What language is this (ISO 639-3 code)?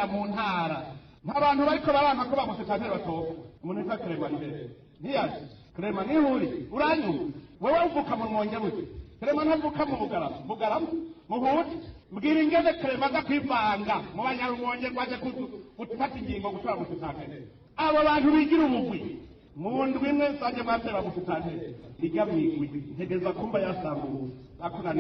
run